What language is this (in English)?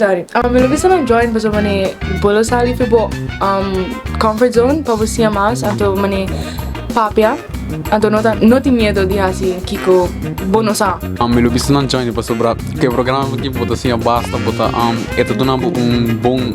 Papiamento